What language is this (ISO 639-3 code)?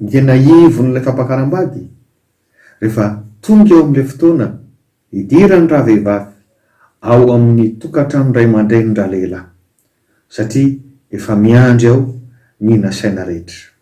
mlg